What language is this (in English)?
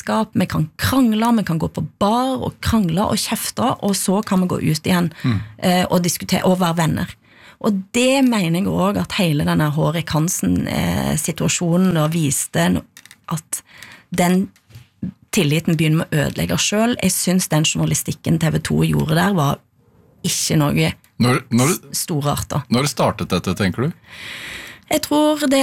Norwegian